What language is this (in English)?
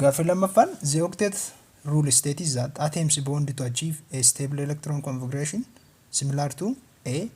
Oromo